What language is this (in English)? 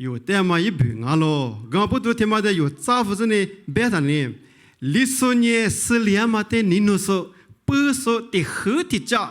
Lisu